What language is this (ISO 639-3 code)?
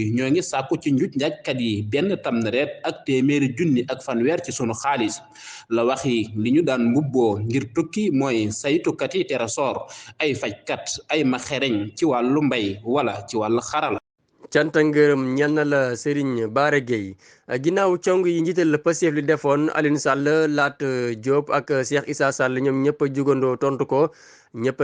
wol